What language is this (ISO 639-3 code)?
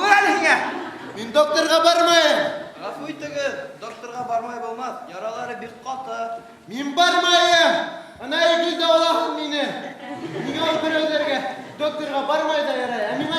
bak